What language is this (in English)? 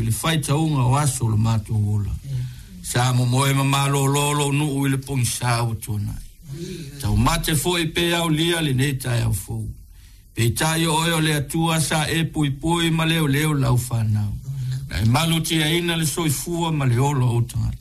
Samoan